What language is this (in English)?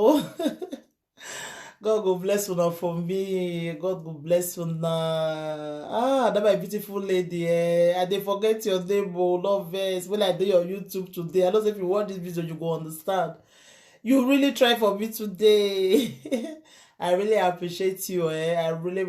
Nigerian Pidgin